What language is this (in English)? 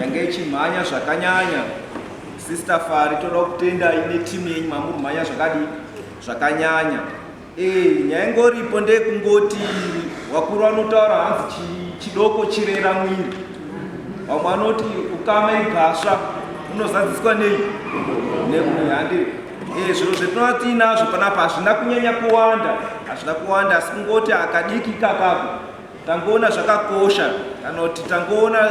Shona